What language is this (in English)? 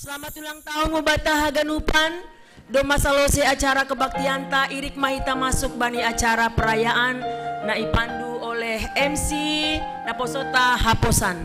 Batak Simalungun